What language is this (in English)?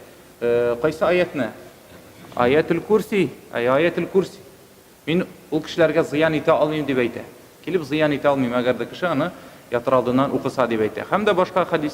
Tatar